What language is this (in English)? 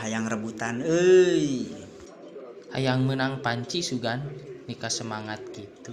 Sundanese